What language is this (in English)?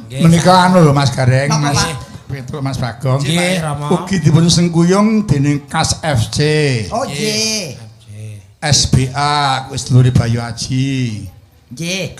Javanese